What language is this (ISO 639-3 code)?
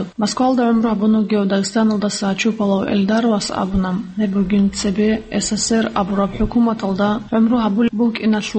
ava